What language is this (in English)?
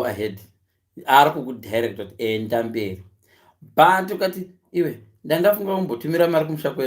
Shona